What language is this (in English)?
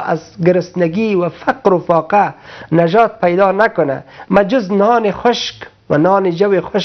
Persian